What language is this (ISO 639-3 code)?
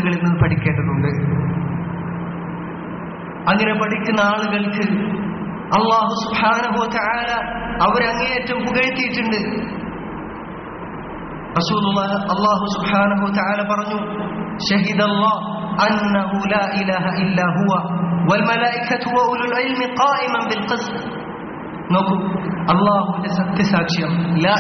mal